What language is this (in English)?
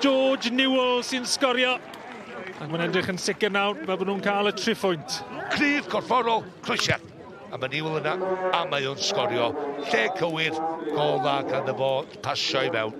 Welsh